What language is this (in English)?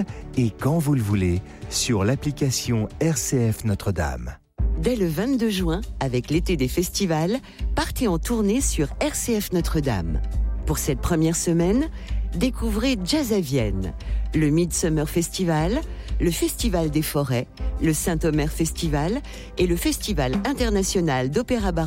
French